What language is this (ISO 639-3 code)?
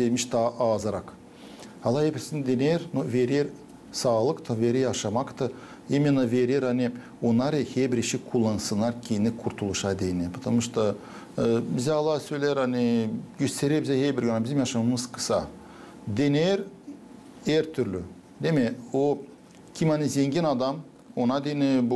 gag